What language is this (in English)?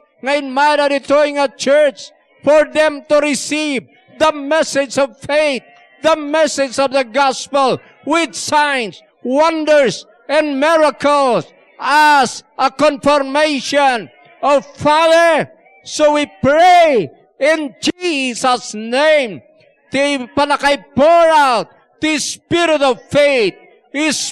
Iloko